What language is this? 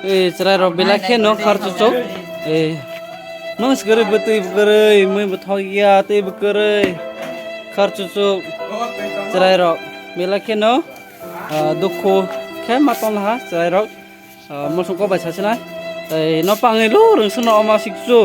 Kok Borok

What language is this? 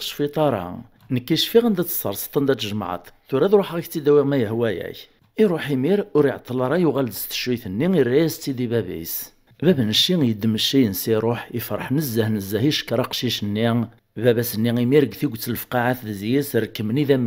Kabyle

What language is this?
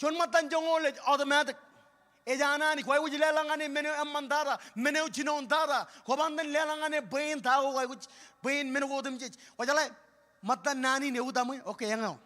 Marshallese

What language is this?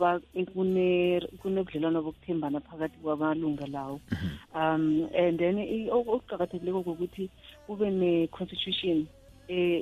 South Ndebele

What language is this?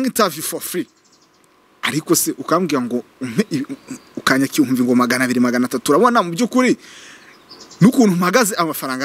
Kinyarwanda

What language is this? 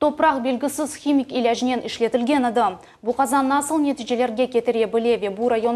Crimean Tatar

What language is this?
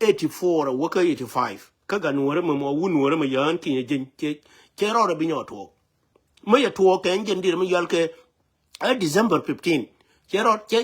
Nuer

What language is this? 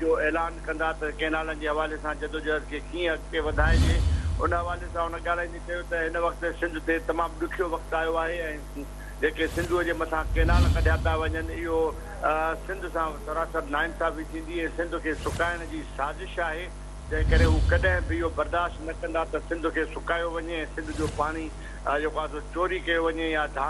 Sindhi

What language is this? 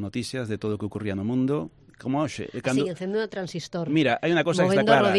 Galician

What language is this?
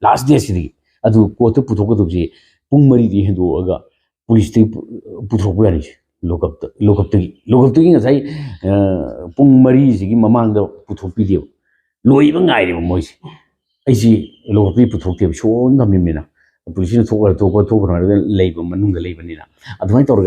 Manipuri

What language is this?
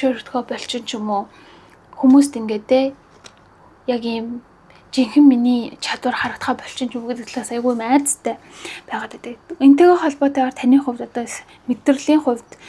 Mongolian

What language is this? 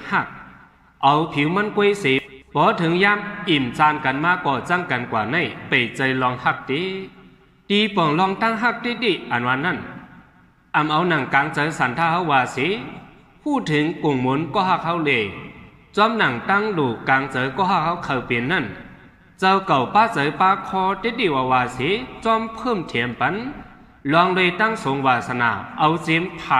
Shan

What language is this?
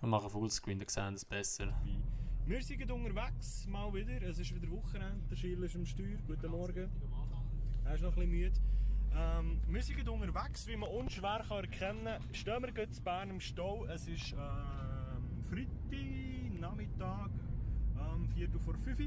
Swiss German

